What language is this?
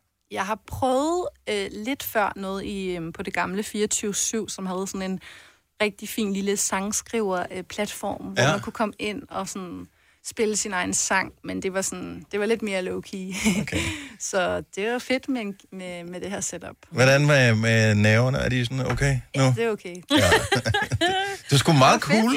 Danish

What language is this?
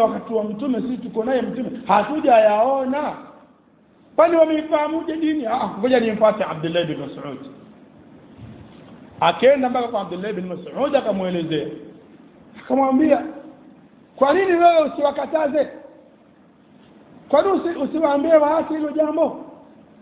Swahili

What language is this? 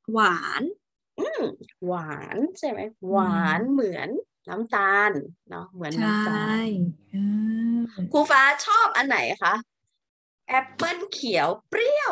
Thai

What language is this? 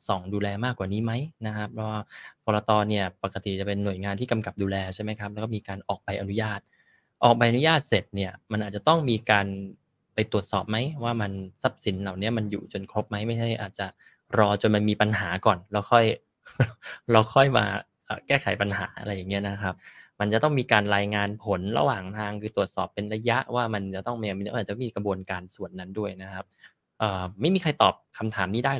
Thai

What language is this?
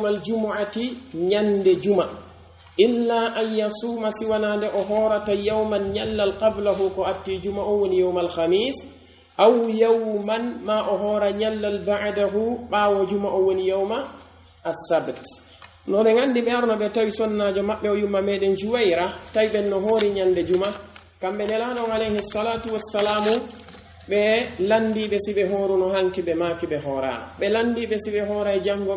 Pular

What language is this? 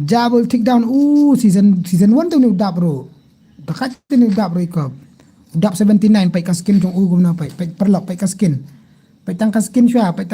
Khasi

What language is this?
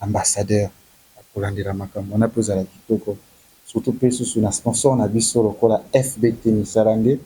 Lingala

